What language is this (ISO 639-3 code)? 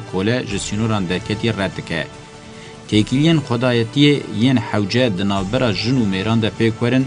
kur